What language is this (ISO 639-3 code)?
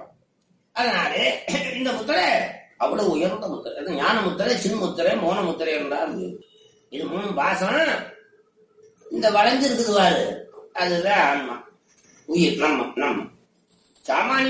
tam